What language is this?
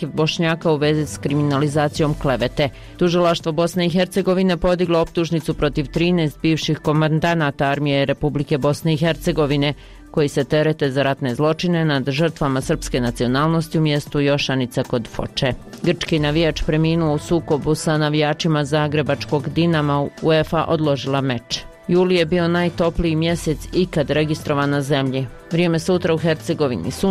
Bosnian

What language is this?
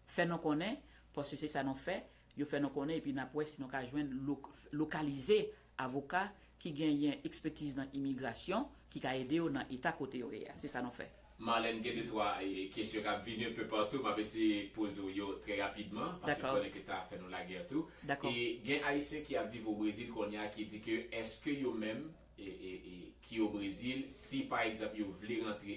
Haitian Creole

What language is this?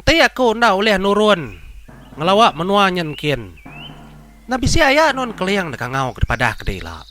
Iban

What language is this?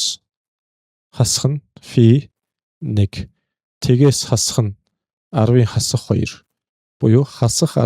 Mongolian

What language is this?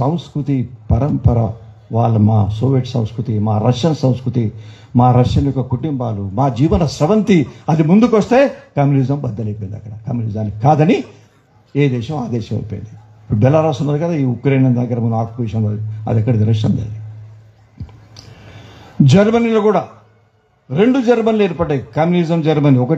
Telugu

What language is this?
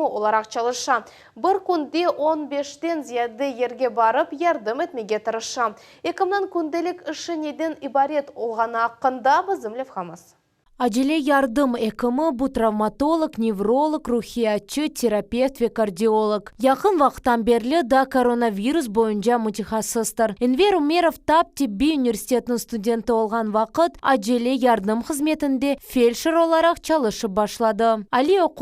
Crimean Tatar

